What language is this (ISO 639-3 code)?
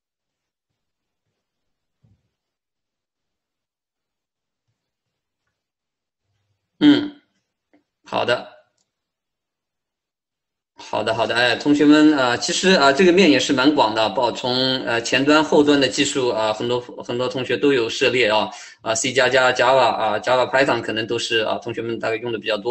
zho